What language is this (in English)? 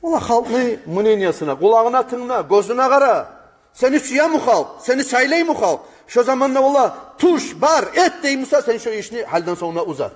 Kumyk